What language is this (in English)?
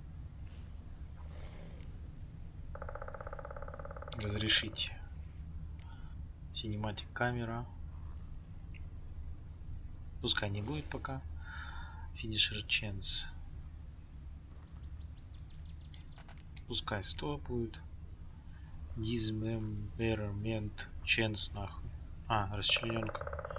Russian